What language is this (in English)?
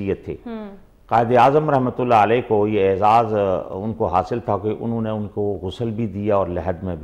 Urdu